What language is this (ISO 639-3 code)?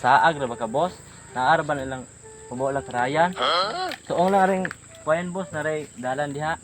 ceb